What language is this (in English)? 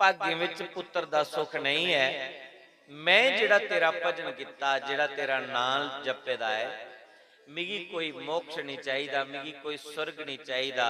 Dogri